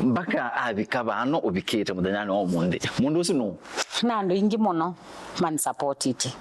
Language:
Kamba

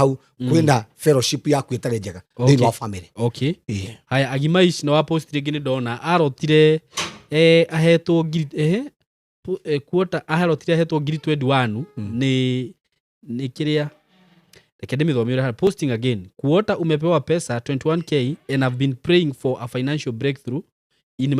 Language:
Kikuyu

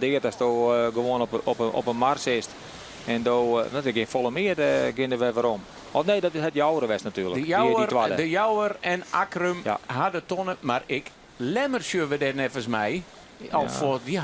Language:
Western Frisian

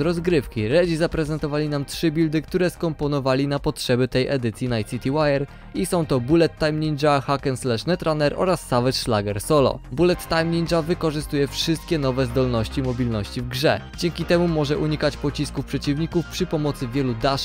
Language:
Polish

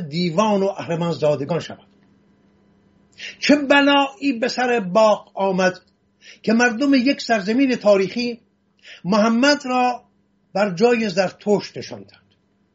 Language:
Persian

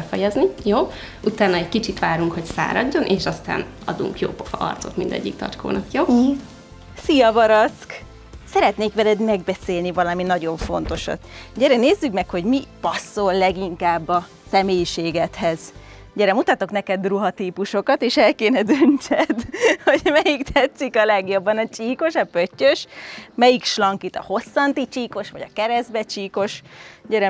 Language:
Hungarian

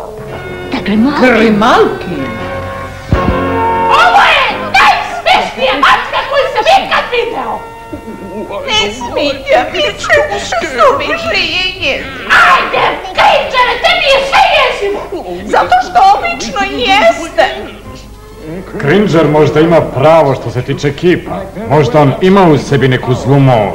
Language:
Serbian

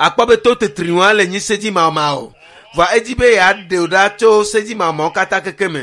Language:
Ewe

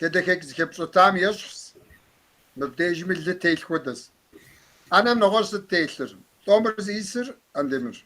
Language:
Kabardian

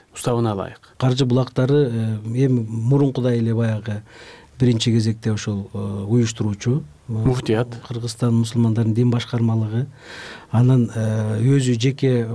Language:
Kyrgyz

